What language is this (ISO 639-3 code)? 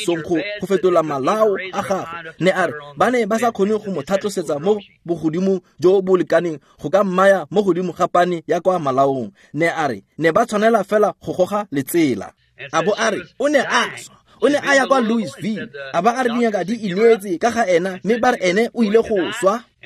tsn